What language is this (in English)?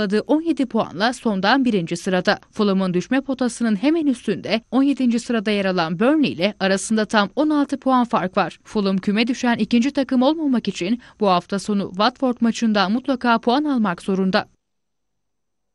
Turkish